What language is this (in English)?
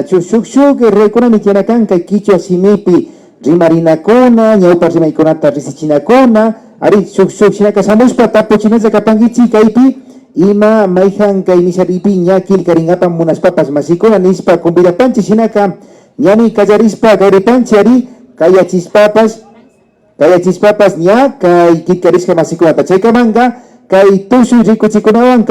Imbabura Highland Quichua